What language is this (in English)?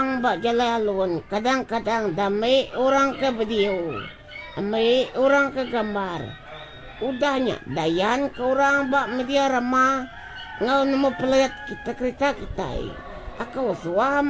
Iban